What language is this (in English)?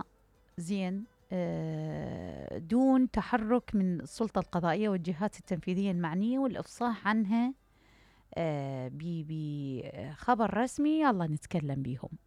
Mesopotamian Arabic